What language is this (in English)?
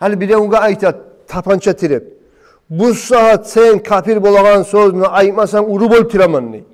Kumyk